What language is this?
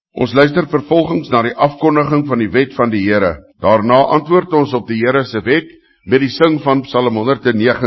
Afrikaans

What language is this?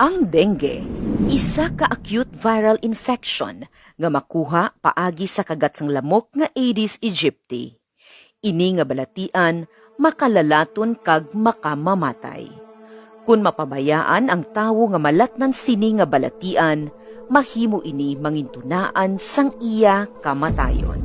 Hiligaynon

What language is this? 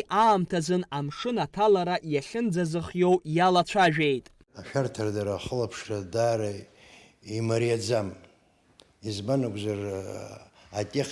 Abkhazian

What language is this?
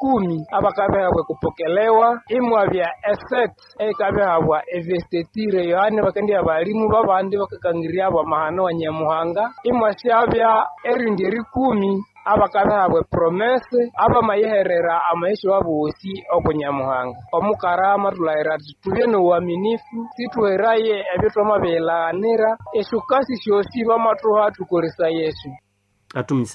Nande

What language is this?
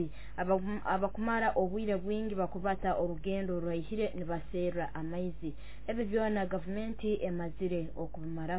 Nyoro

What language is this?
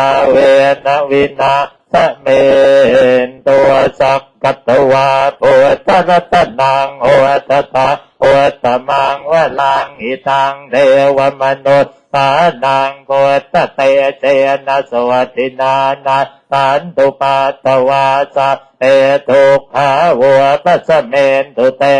Pali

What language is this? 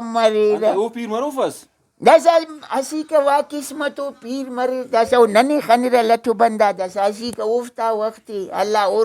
Brahui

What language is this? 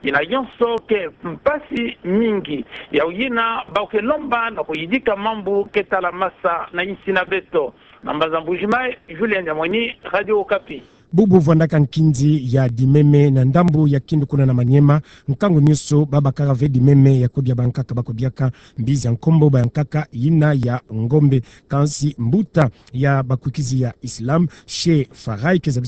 Kituba (Democratic Republic of Congo)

